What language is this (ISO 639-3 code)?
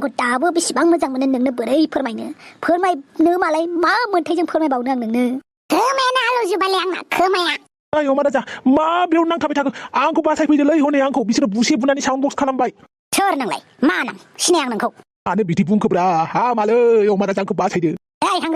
brx